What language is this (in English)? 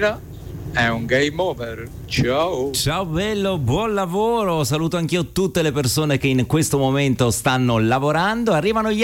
Italian